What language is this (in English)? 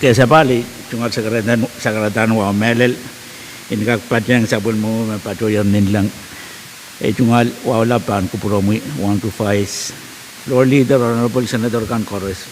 Pohnpeian